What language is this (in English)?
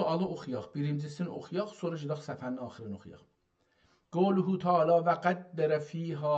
South Azerbaijani